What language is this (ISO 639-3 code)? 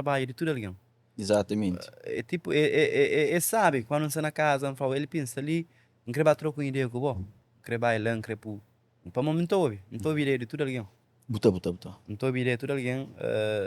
kea